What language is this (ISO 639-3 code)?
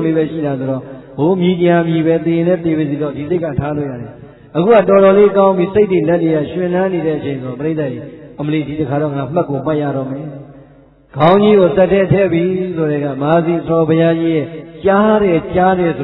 mya